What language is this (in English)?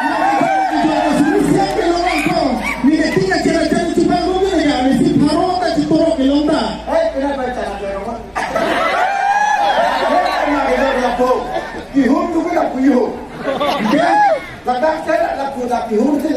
Karbi